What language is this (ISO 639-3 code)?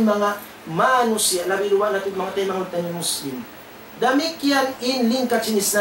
tsg